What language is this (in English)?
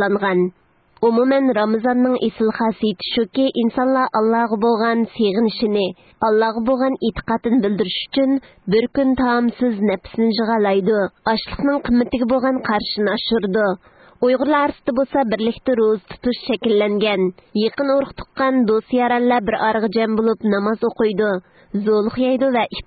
Uyghur